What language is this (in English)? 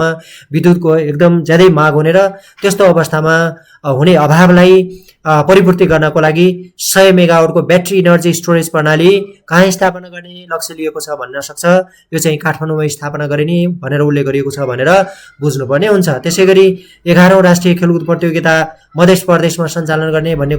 Nepali